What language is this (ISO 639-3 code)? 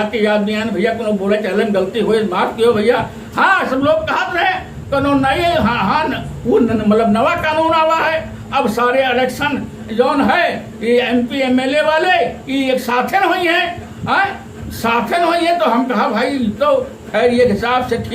awa